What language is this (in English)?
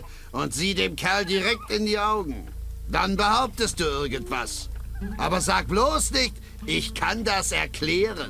Bavarian